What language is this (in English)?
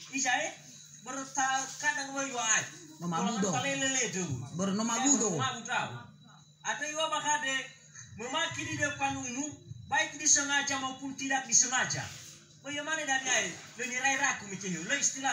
Nias